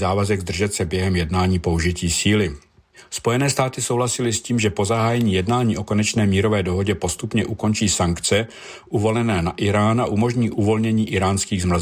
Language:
Czech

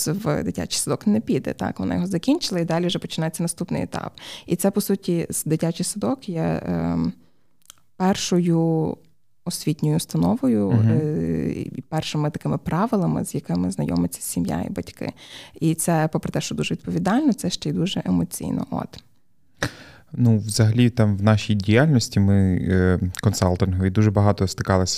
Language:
Ukrainian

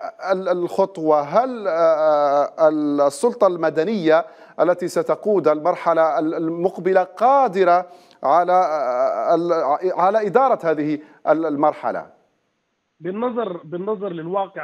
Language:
Arabic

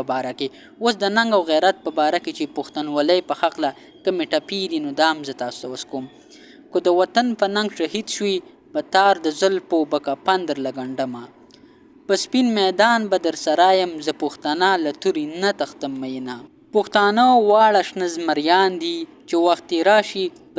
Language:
Pashto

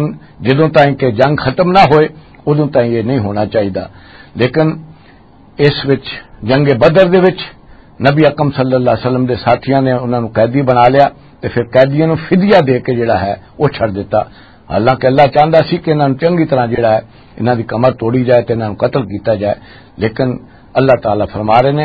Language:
Western Panjabi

